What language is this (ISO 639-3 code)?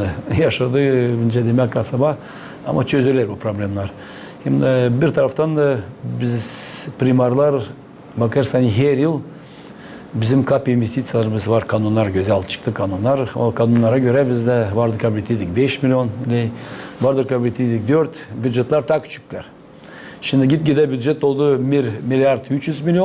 gag